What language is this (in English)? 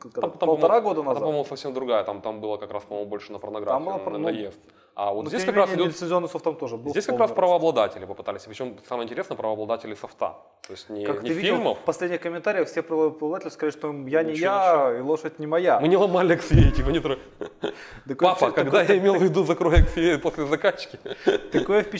Russian